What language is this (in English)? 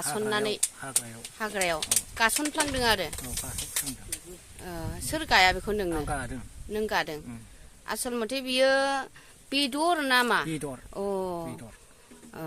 Bodo